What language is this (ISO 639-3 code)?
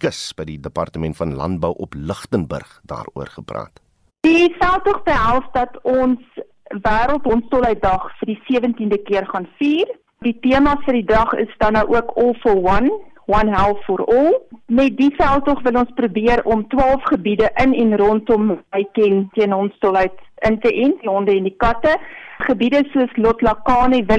afr